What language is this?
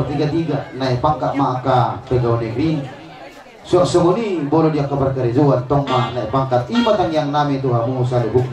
Batak Toba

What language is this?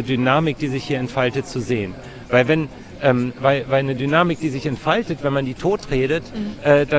German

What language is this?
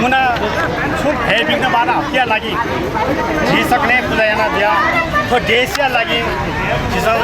Newari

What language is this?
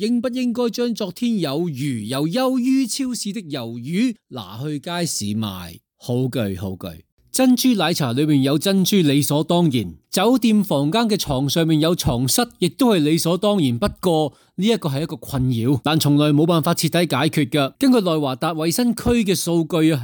Cantonese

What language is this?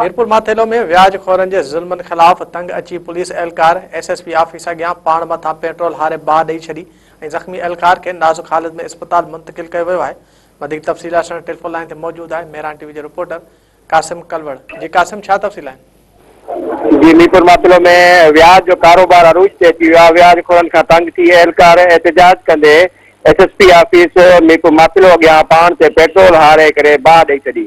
Sindhi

